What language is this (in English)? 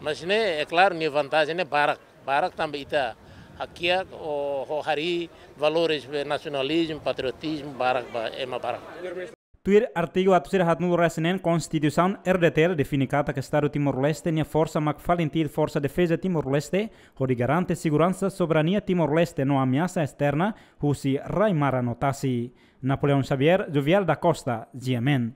Tetum